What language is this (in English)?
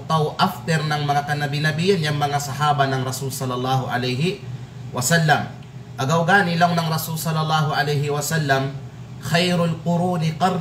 Kalagan